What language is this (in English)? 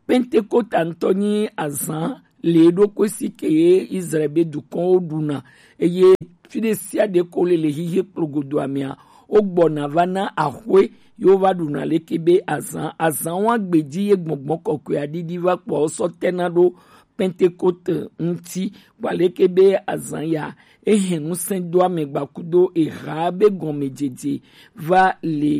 Gen